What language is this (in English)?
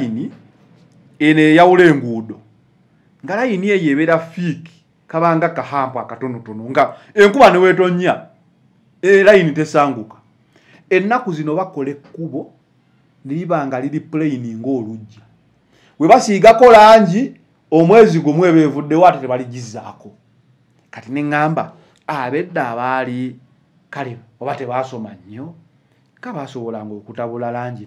Ganda